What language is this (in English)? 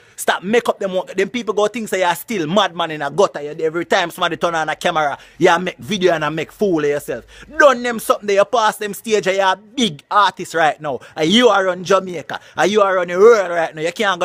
Jamaican Creole English